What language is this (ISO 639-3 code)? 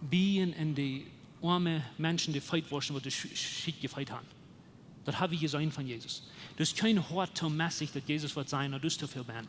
pdt